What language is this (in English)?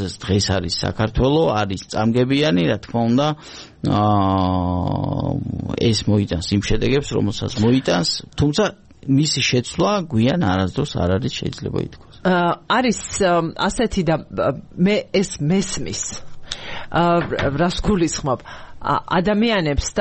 Georgian